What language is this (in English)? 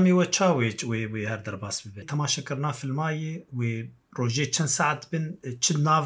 Kurdish